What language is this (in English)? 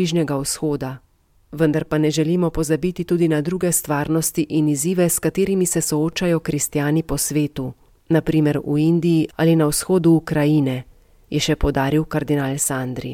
Slovenian